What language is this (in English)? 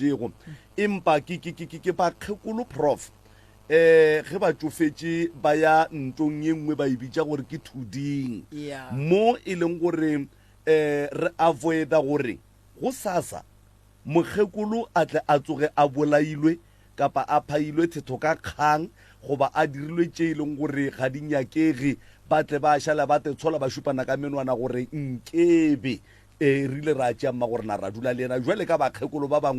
Northern Sotho